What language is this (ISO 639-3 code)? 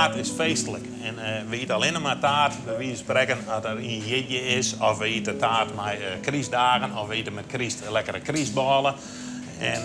fry